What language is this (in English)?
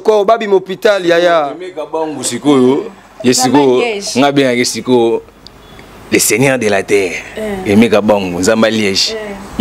Lingala